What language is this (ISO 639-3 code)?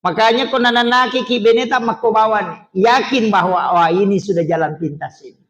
bug